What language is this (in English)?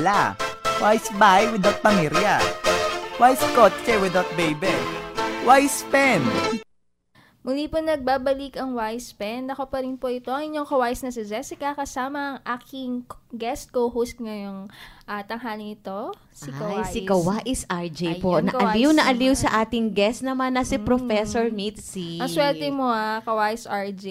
Filipino